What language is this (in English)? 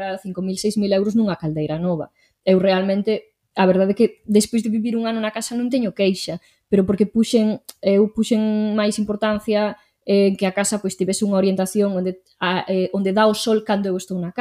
Galician